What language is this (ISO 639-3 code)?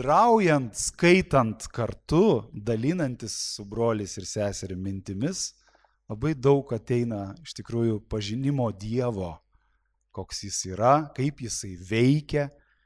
lit